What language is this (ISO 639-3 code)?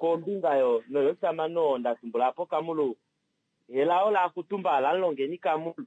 kua